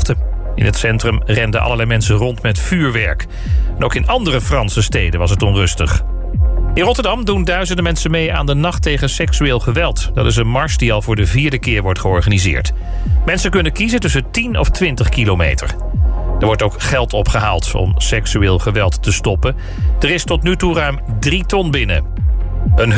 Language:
Dutch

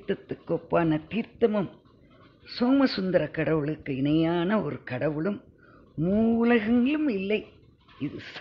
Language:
Tamil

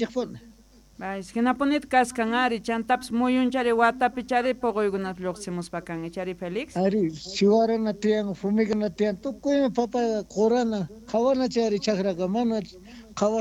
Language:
South Bolivian Quechua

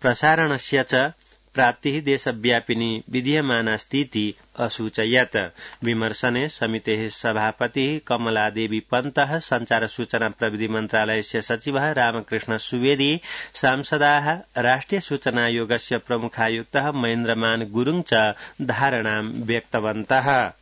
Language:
Sanskrit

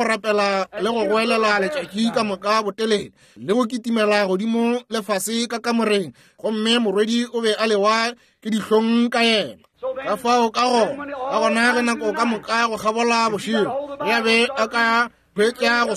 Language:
Northern Sotho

